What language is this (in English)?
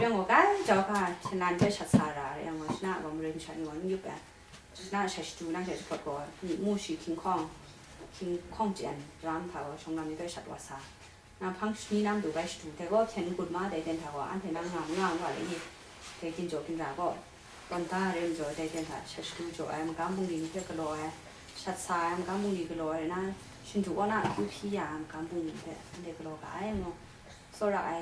Kachin